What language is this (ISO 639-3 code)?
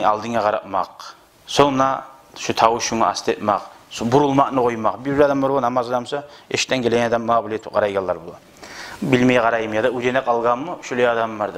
kum